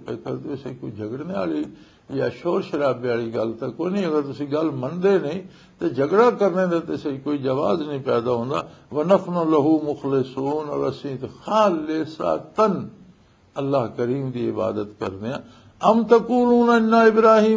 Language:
Western Panjabi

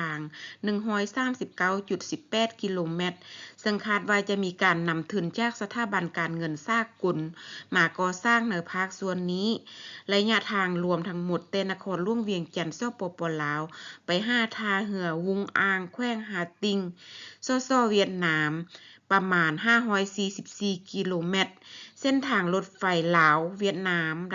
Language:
Lao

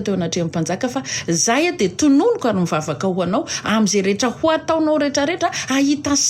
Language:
Malagasy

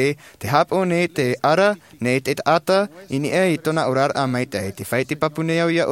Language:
Tahitian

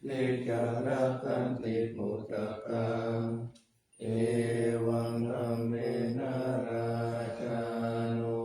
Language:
Pali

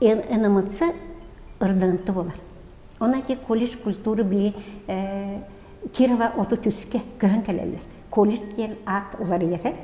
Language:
Yakut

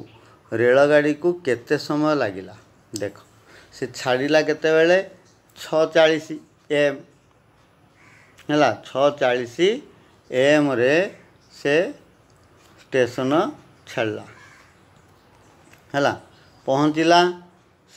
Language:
Odia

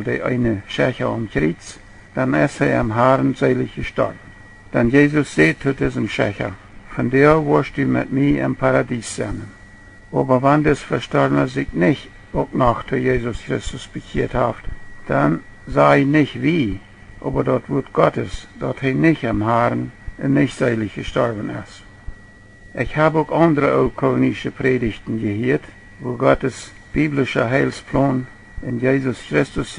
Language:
Plautdietsch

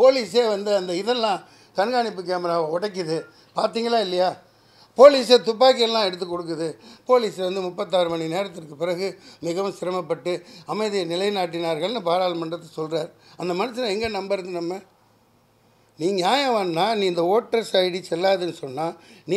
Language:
Tamil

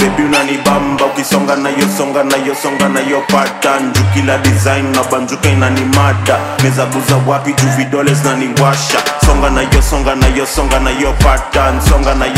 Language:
Swahili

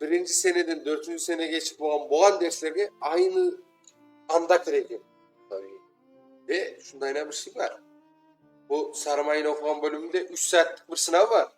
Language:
Crimean Tatar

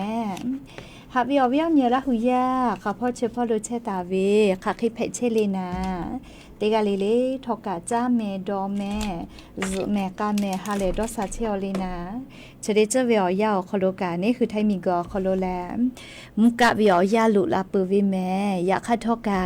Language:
Lahu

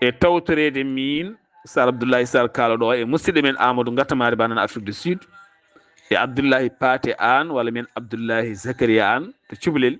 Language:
Fula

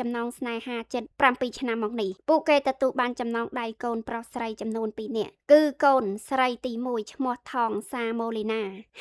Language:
Khmer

